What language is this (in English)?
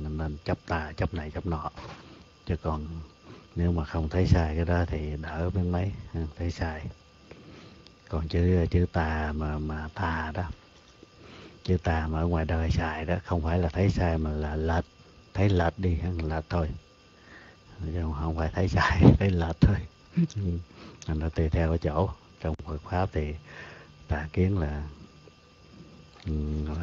Vietnamese